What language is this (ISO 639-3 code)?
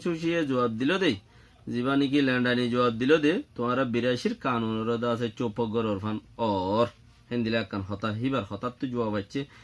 rhg